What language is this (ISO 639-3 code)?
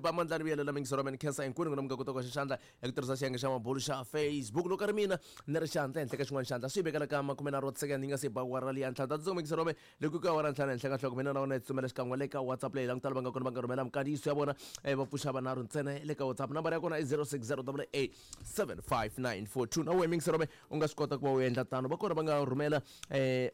tso